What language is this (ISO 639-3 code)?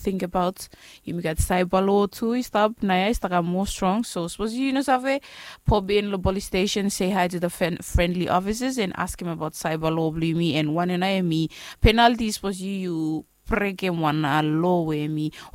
bis